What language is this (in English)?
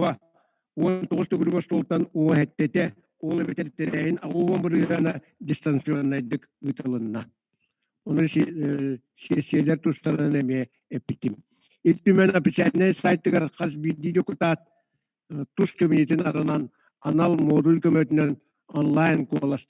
Yakut